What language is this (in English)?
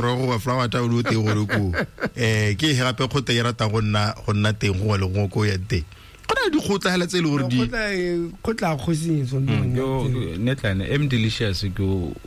Tswana